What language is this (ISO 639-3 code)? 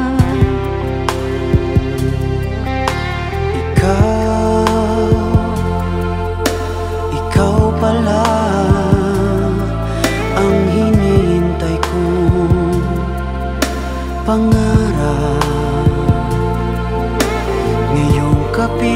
fil